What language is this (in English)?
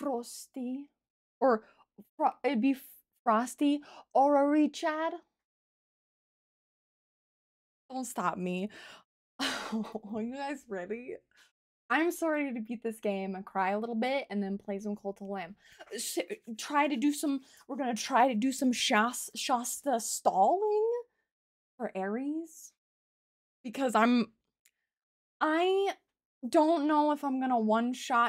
English